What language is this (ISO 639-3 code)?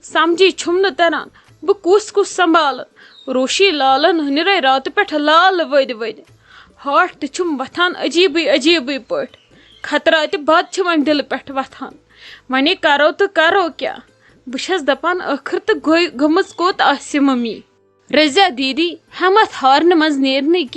kas